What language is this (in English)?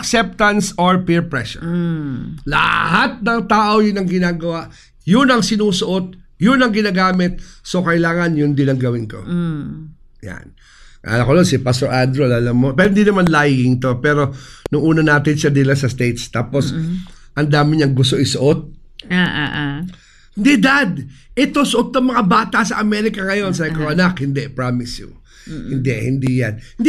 Filipino